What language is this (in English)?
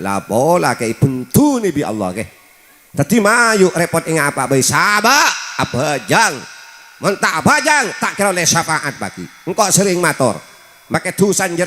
Madurese